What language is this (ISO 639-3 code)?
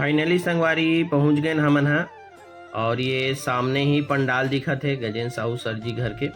hne